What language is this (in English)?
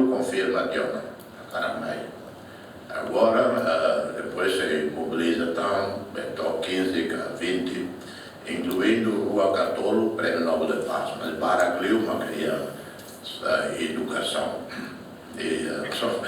Tetum